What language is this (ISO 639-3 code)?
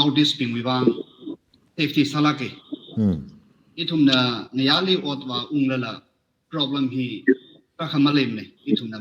nmf